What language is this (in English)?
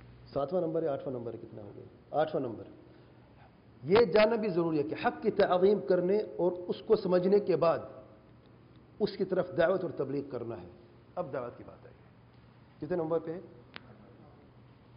Urdu